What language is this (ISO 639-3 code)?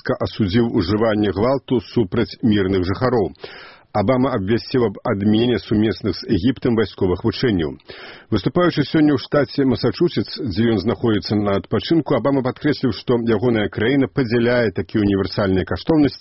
bel